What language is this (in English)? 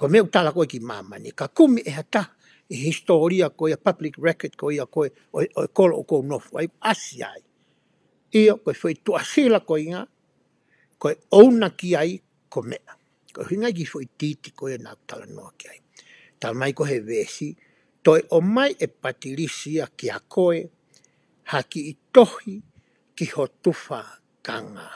Tongan